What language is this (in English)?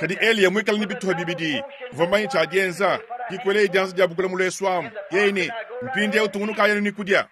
Luba-Lulua